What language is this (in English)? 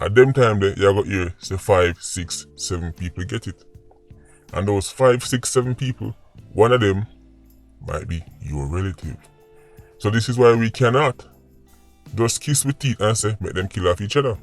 Jamaican Creole English